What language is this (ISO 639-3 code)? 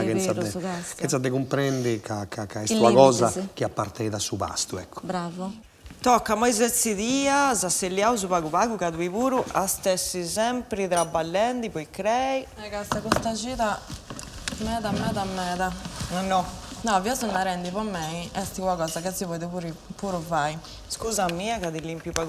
srd